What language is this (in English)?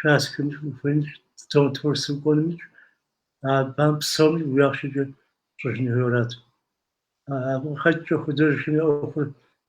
Kabardian